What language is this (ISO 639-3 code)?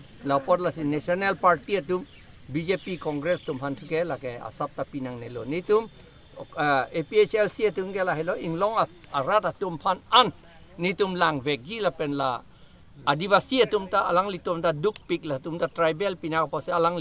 mjw